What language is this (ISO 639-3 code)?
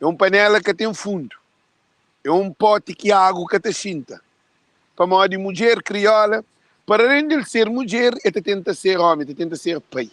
kea